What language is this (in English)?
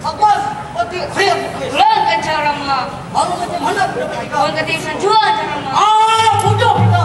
Banjar